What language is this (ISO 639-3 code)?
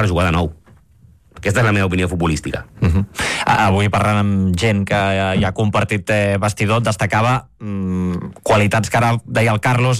cat